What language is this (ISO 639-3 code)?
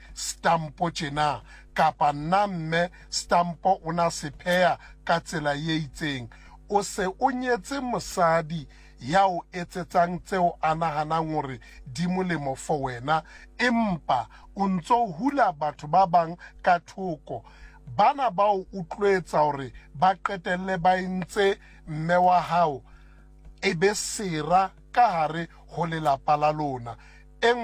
sot